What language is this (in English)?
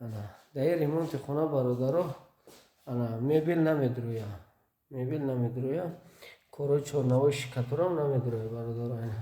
Tajik